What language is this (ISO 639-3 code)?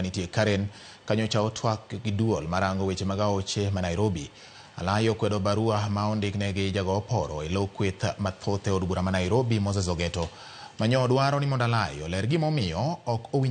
luo